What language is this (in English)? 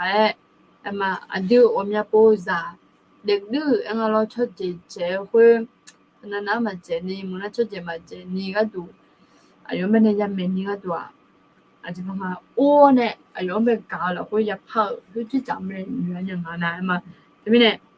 Akha